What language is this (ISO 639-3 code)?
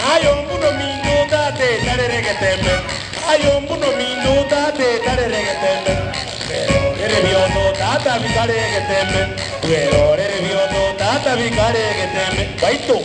guz